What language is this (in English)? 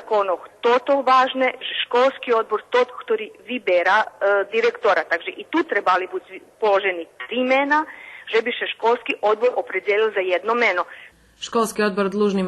Rusyn